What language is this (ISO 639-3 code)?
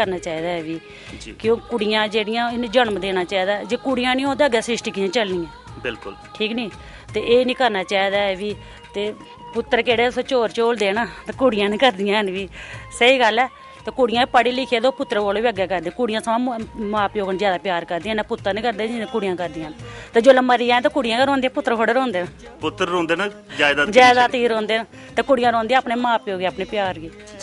doi